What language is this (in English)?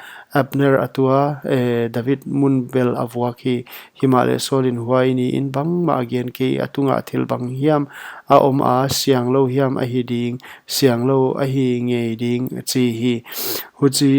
Paite Chin